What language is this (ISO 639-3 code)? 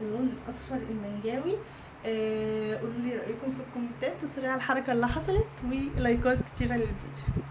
arz